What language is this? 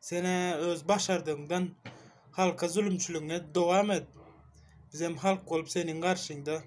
Turkmen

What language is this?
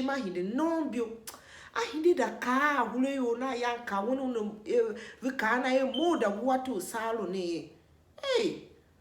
Tiv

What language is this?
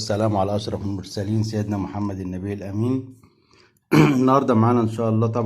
Egyptian Arabic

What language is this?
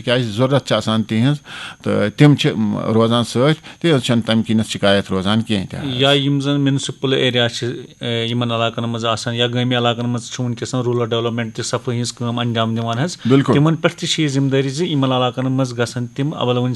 Kashmiri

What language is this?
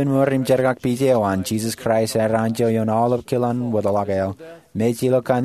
Marshallese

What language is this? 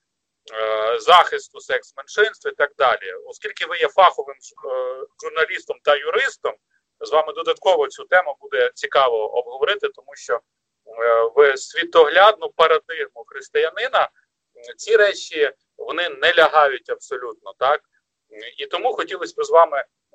Ukrainian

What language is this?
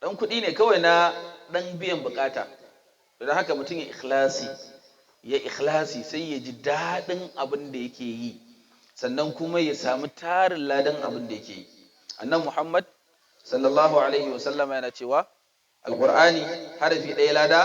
Hausa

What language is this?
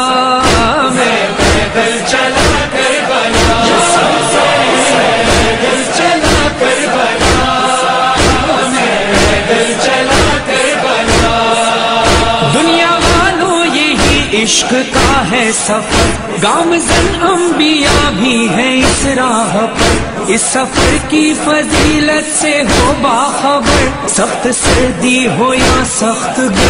Urdu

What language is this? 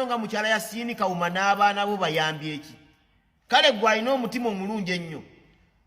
Ganda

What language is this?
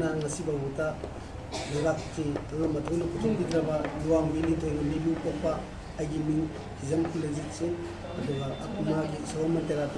Manipuri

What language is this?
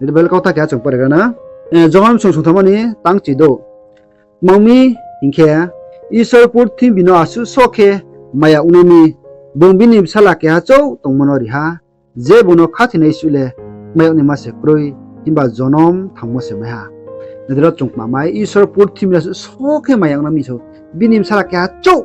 Riang (India)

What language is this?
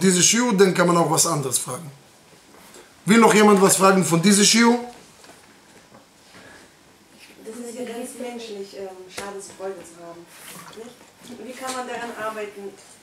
German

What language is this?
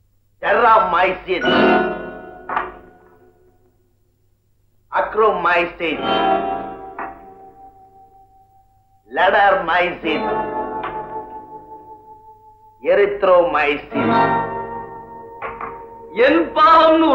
Tamil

